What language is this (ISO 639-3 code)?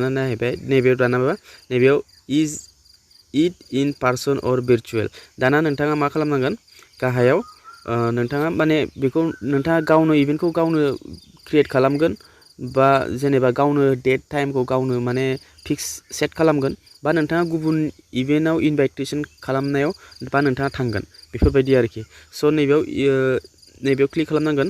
brx